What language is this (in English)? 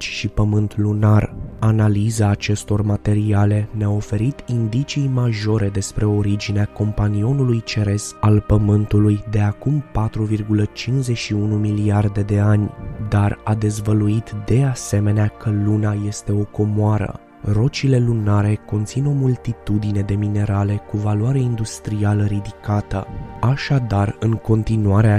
Romanian